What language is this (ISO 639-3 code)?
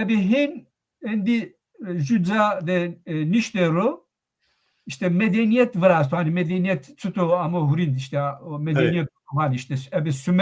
zza